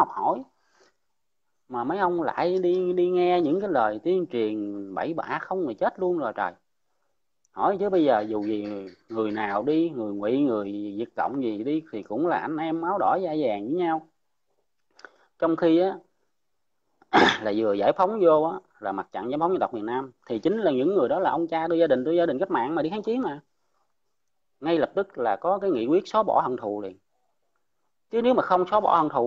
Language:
Vietnamese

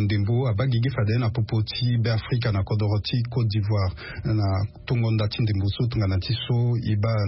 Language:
Sango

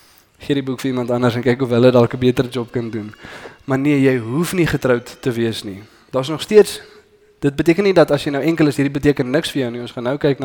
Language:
Afrikaans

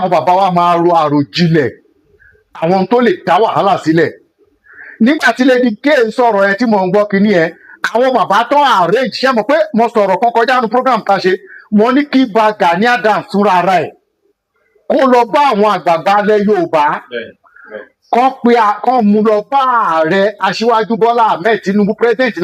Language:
Yoruba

